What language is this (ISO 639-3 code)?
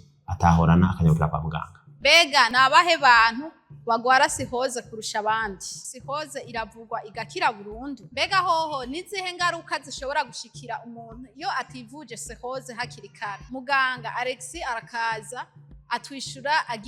run